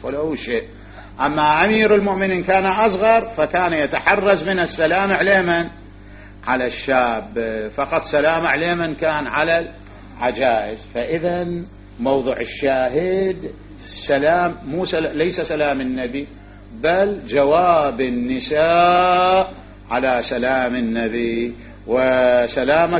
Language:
Mesopotamian Arabic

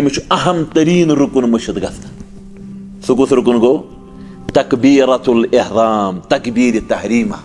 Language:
Kashmiri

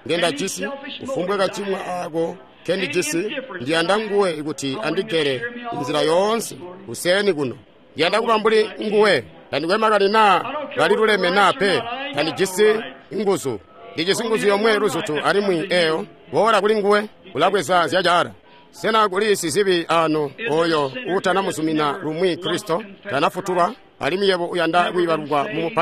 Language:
Tonga (Zambia)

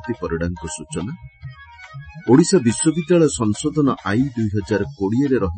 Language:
Odia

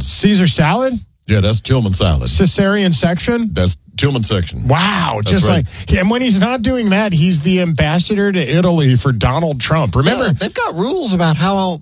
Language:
English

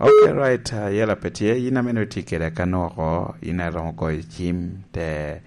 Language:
Lango (Uganda)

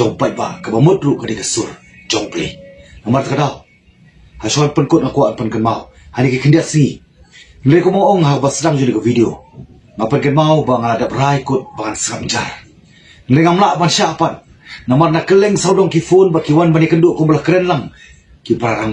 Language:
Khasi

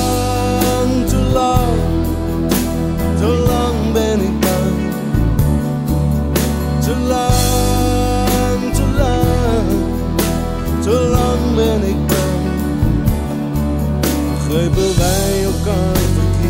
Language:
Dutch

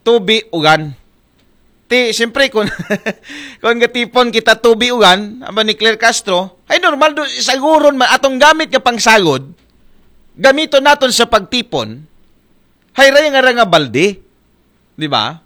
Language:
Aklanon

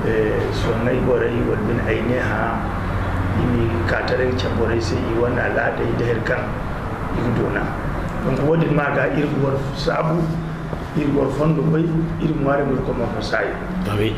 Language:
Zarma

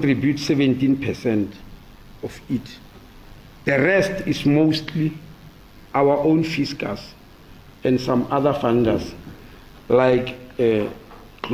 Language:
Tsonga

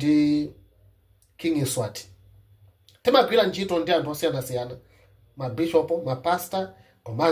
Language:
Nyanja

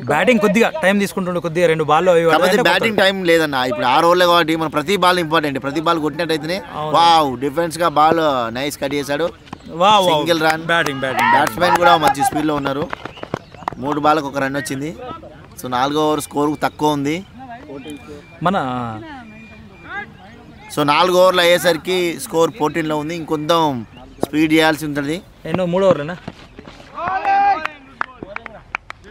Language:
Telugu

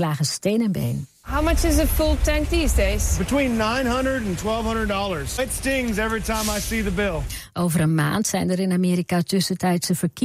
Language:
Dutch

